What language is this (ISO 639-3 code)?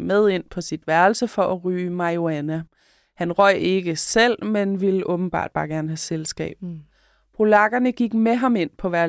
dan